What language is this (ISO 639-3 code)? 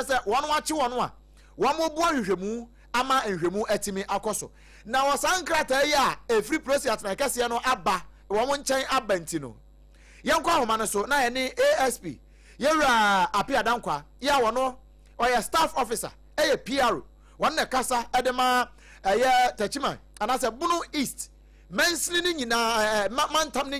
aka